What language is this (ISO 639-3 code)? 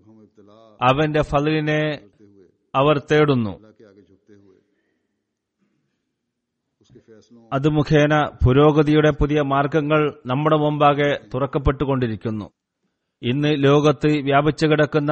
mal